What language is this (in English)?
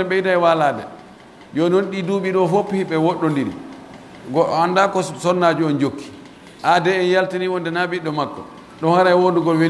Pular